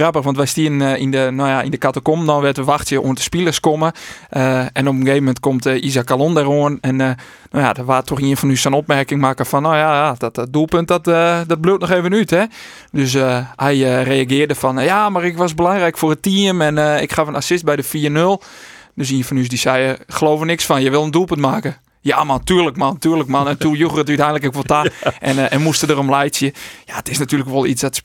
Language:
Western Frisian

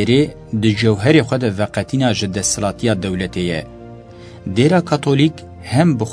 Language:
Kurdish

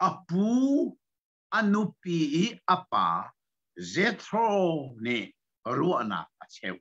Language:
Hakha Chin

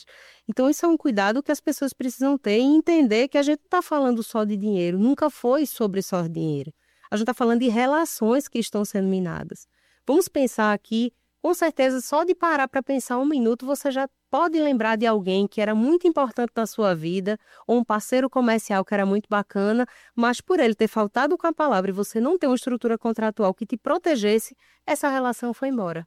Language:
Portuguese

